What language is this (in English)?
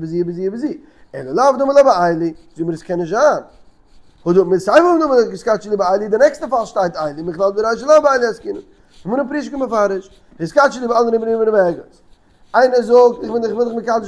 Yiddish